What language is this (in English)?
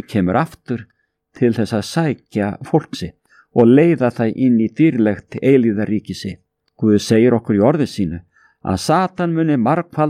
Icelandic